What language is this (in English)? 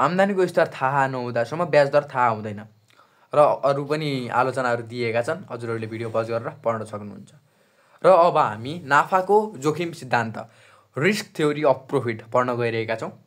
Nepali